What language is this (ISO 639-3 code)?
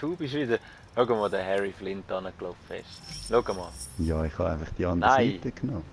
gsw